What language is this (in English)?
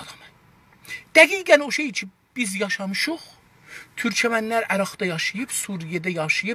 South Azerbaijani